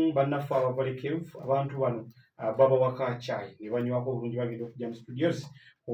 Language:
Ganda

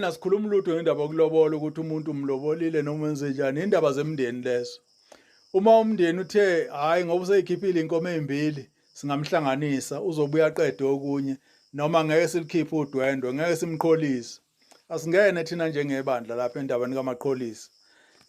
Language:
Zulu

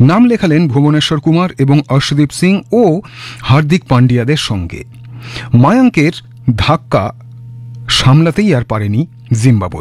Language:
Bangla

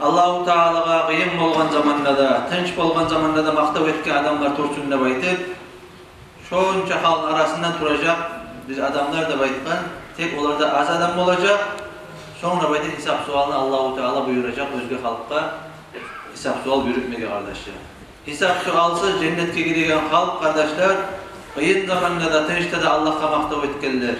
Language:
Kumyk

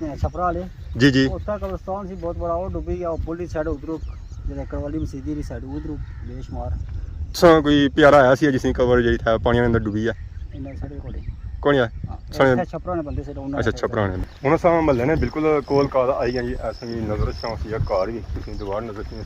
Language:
Pahari-Potwari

